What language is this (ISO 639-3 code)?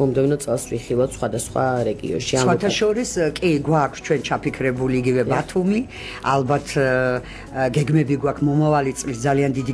kat